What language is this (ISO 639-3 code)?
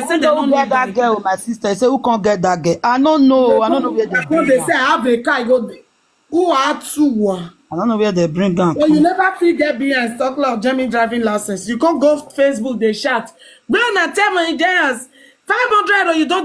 pcm